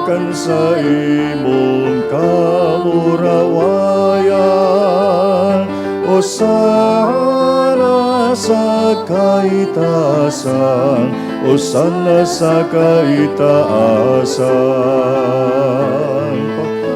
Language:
Bikol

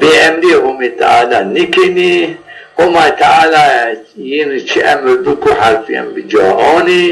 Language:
Zaza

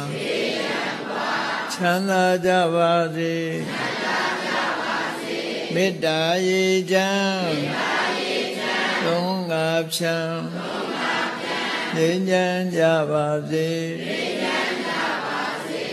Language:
Burmese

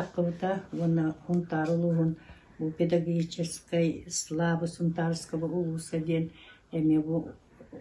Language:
Yakut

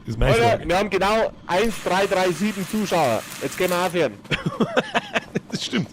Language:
Bavarian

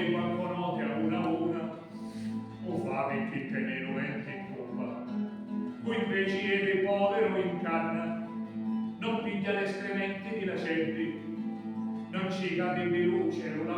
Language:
Sicilian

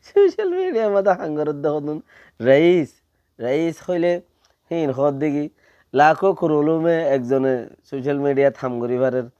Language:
Rohingya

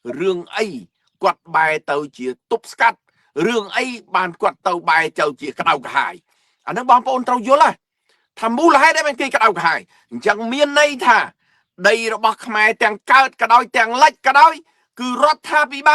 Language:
Khmer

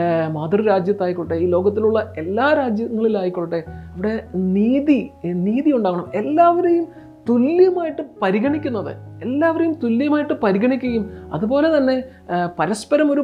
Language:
Malayalam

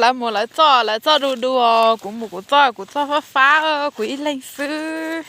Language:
Hmong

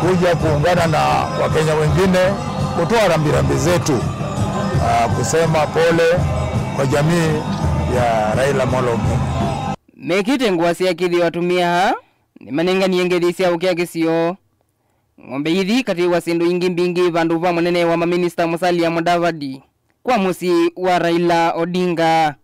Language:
Kamba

